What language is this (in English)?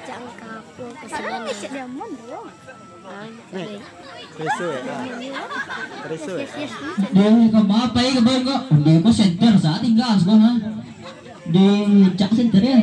Minangkabau